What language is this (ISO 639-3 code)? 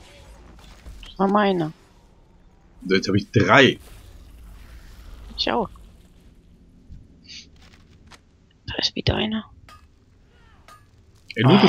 deu